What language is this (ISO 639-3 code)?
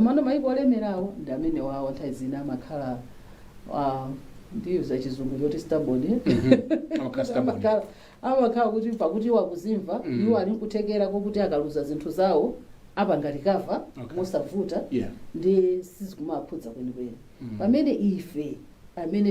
nya